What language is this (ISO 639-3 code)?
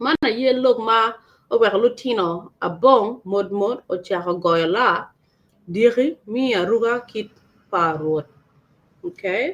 ach